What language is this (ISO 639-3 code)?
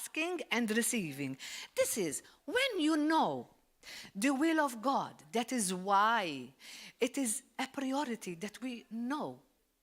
eng